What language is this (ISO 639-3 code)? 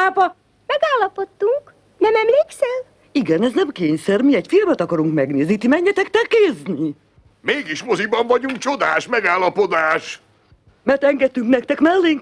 hun